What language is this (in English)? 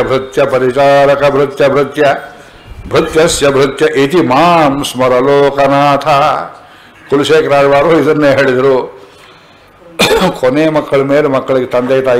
Kannada